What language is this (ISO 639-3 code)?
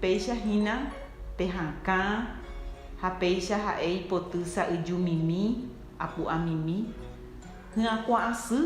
grn